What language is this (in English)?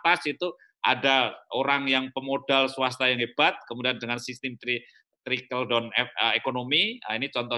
Indonesian